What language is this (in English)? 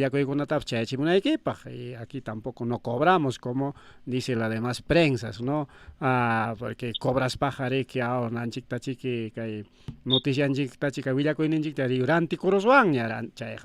Ayacucho Quechua